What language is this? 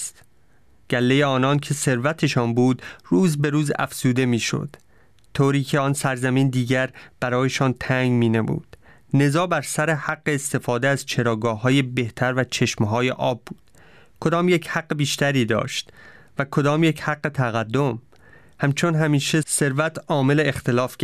Persian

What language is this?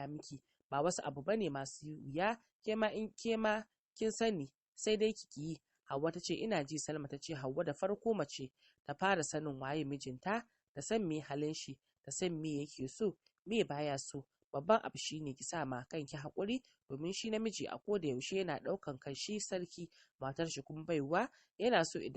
Hausa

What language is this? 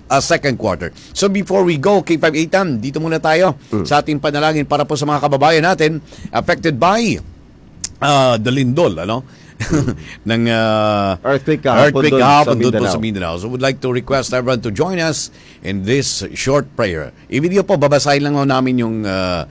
Filipino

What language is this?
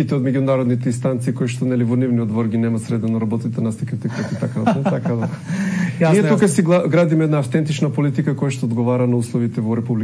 Macedonian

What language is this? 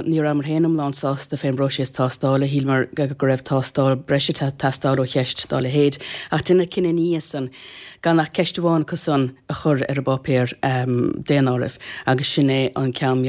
Irish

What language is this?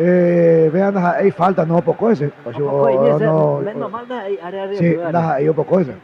Guarani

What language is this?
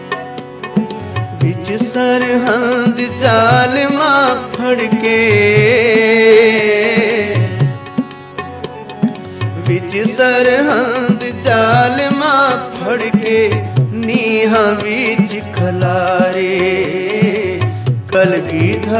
Punjabi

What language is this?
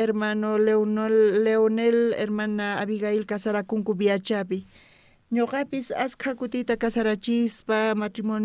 South Bolivian Quechua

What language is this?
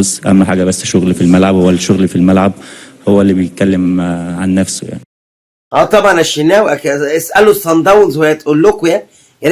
Egyptian Arabic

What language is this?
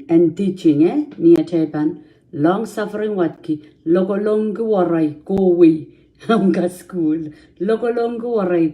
Pohnpeian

